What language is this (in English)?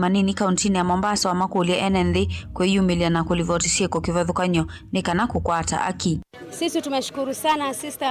Kamba